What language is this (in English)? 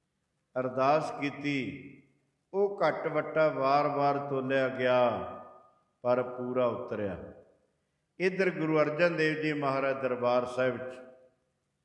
Punjabi